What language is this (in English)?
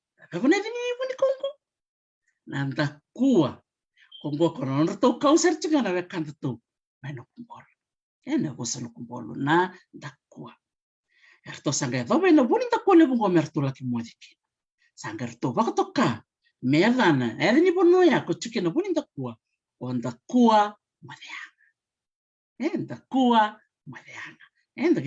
Fijian